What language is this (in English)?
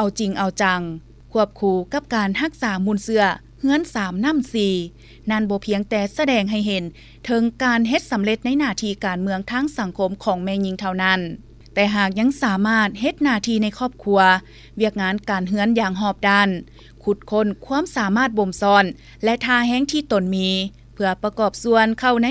Lao